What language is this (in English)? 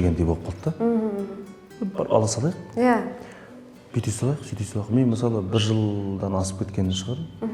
Kazakh